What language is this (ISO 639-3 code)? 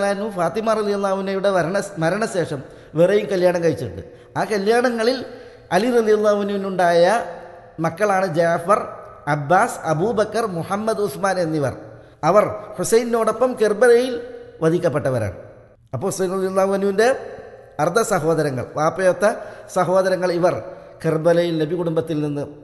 mal